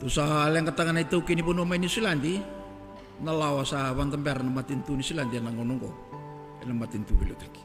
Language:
Fijian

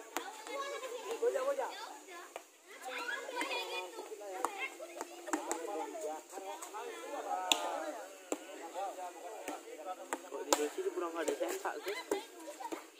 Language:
Indonesian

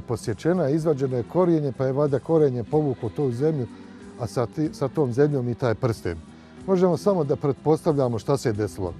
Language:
Bosnian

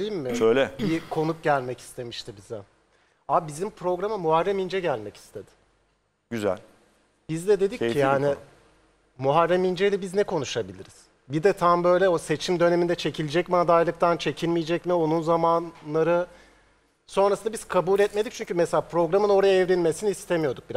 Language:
Turkish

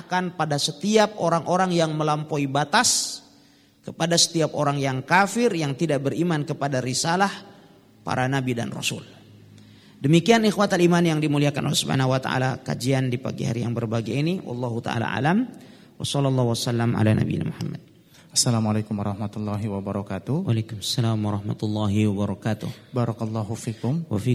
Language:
Indonesian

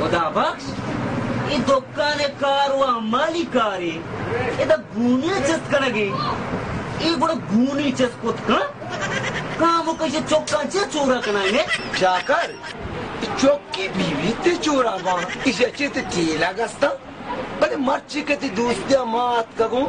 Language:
Baluchi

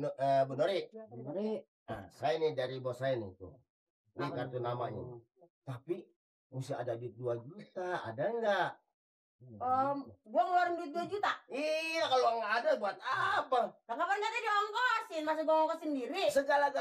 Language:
Betawi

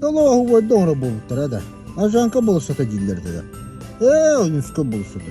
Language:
Yakut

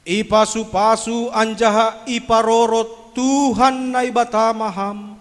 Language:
Batak Simalungun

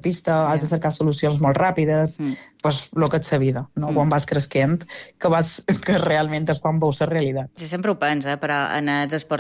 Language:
Catalan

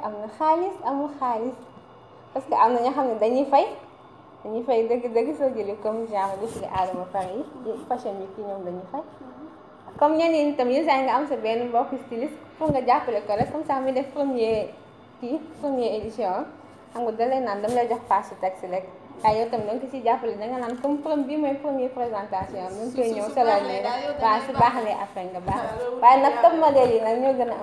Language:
Wolof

